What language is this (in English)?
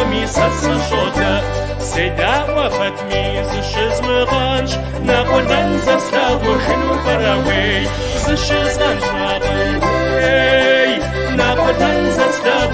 Kabardian